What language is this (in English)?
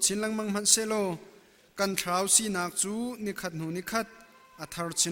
Hakha Chin